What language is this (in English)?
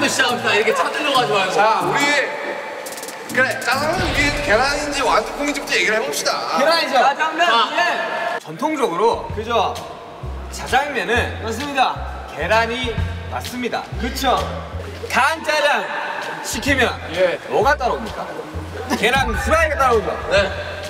Korean